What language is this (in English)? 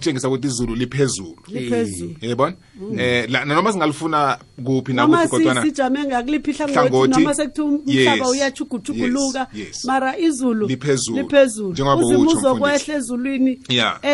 South Ndebele